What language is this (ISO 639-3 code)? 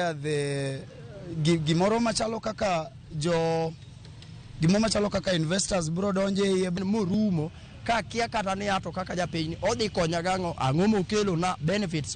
luo